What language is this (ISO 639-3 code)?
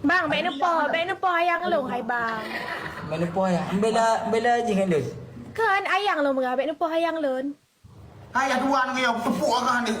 ace